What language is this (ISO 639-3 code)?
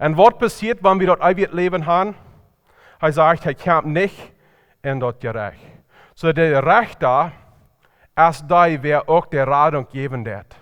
pdt